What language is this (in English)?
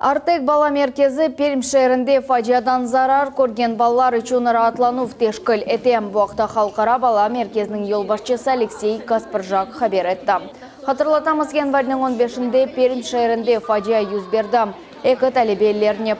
Crimean Tatar